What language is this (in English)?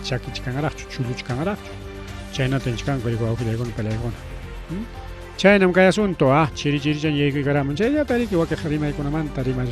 Ayacucho Quechua